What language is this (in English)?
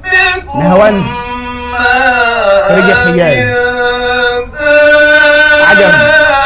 Arabic